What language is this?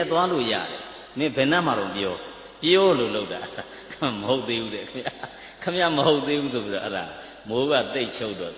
Burmese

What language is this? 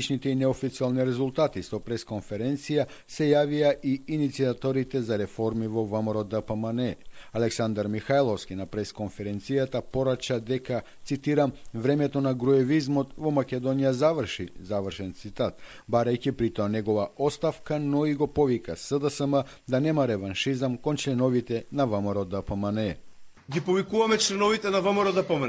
Macedonian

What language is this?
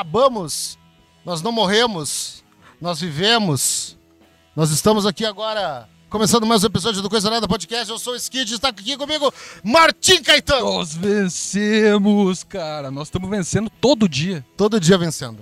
Portuguese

